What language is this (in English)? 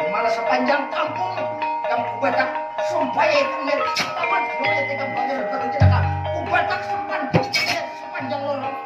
Banjar